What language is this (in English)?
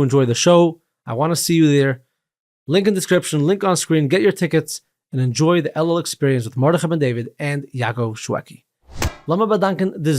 Yiddish